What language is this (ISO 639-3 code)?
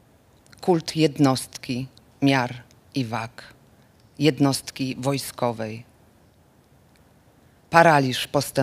pol